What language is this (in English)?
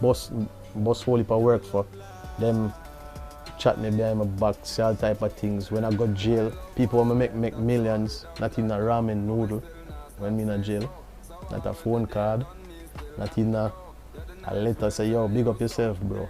Jamaican Creole English